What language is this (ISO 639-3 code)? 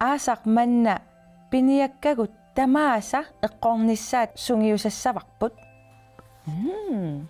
kal